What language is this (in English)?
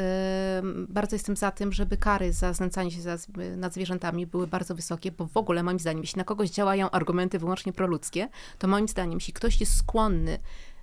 Polish